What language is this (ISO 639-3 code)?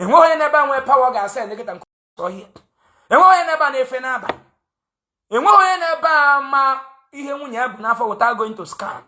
ibo